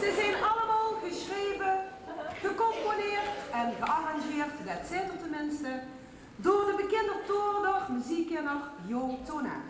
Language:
Limburgish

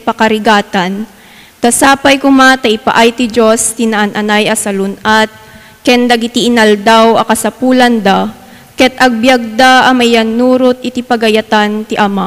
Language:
Iloko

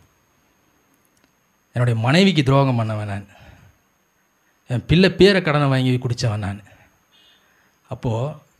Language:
Tamil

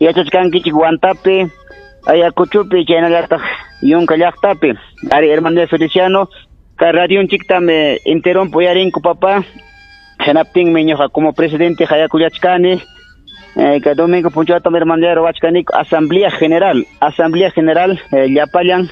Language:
Ayacucho Quechua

